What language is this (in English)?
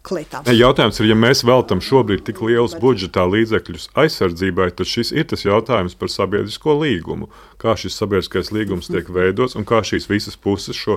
Latvian